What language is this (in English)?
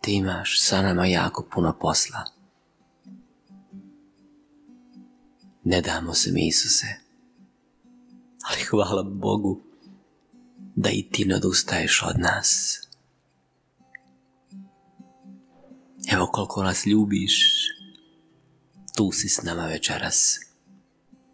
Croatian